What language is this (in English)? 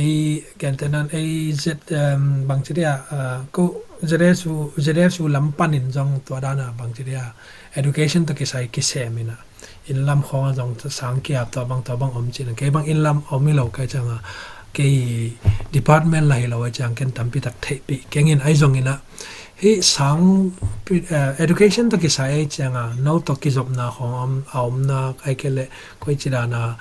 Tedim Chin